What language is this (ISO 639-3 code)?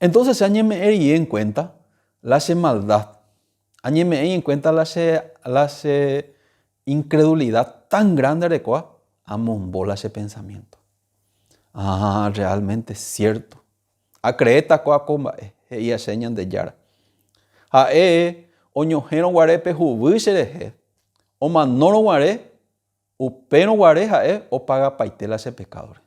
grn